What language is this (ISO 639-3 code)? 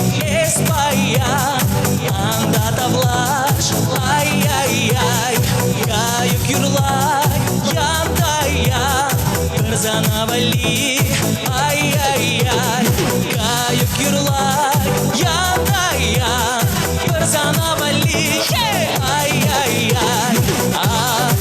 chv